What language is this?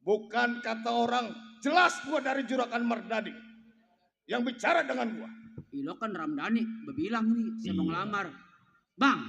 Betawi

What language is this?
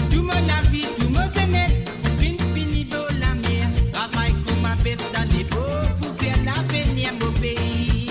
Morisyen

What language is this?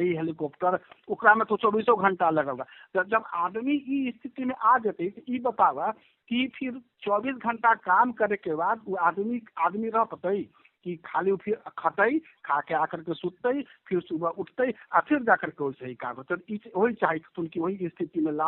Magahi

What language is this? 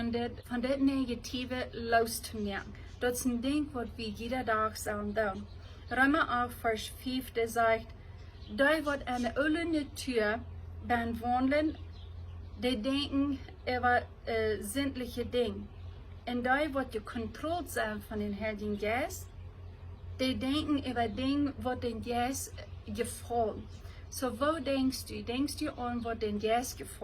Plautdietsch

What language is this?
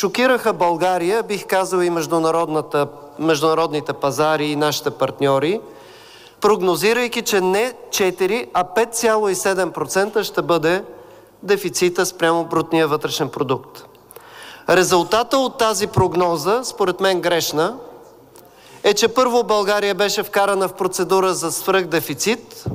Bulgarian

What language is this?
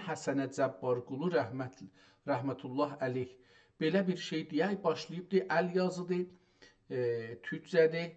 South Azerbaijani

